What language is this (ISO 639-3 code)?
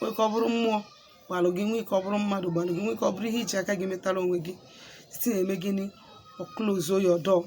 ibo